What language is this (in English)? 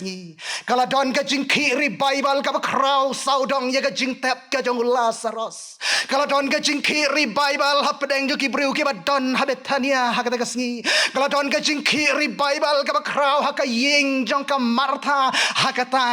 Khasi